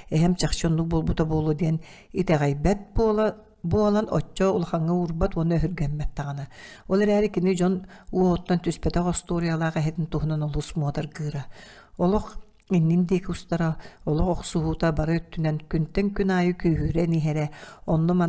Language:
Yakut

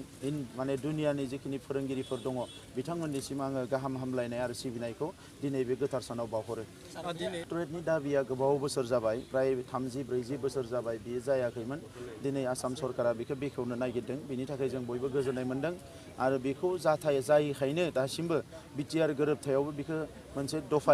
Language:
Bodo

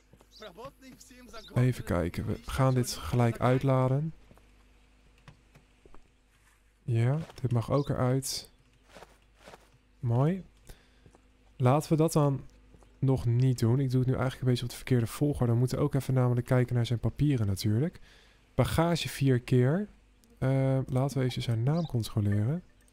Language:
Dutch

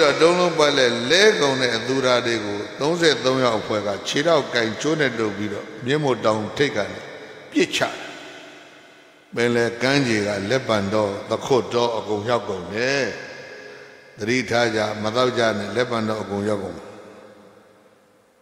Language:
Burmese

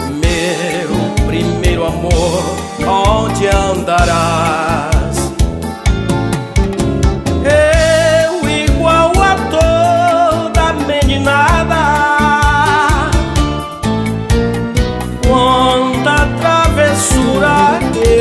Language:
Portuguese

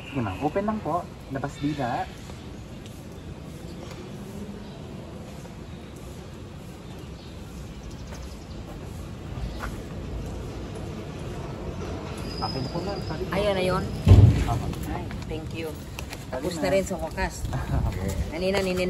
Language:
Filipino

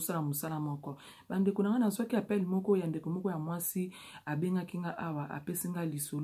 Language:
Lingala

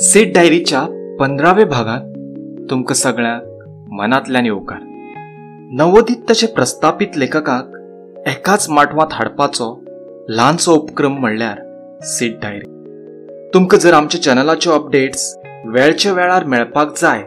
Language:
Konkani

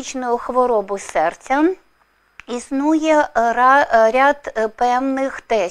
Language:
Ukrainian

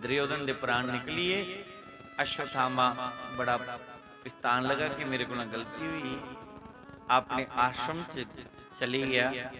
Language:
Dogri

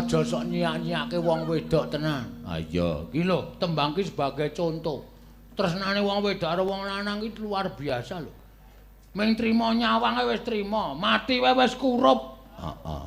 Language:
Javanese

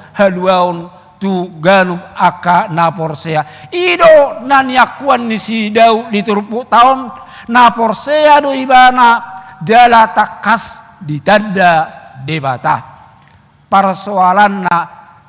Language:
Batak Toba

